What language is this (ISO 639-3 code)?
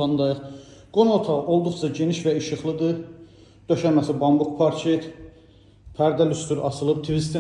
aze